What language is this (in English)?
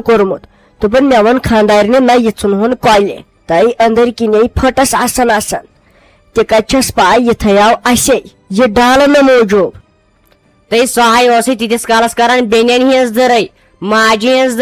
Kashmiri